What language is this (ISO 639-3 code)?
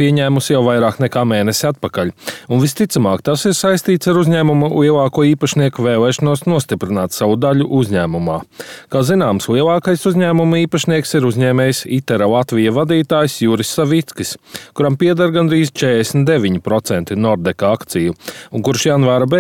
lav